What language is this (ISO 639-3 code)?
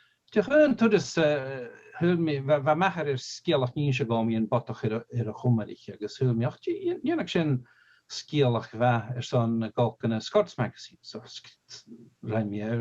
gla